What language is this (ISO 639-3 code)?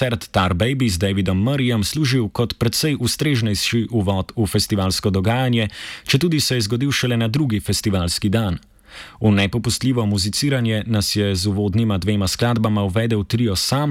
slv